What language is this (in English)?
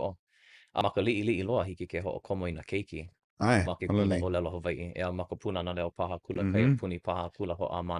Hawaiian